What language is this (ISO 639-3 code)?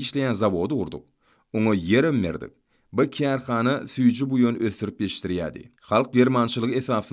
tuk